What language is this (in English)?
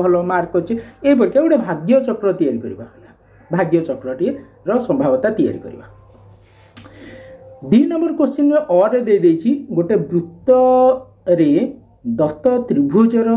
Odia